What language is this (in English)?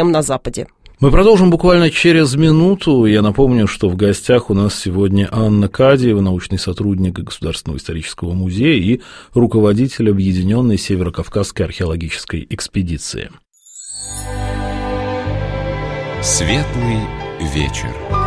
Russian